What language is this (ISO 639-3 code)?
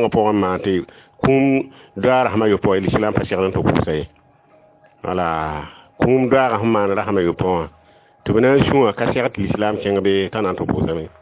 mos